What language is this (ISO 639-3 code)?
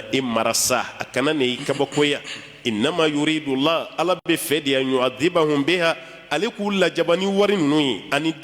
bam